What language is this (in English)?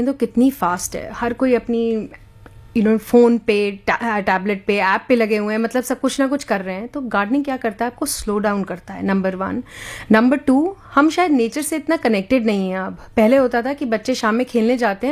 Hindi